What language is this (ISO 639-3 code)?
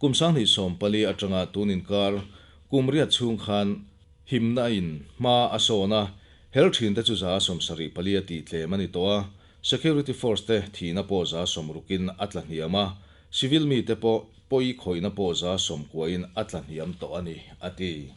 lus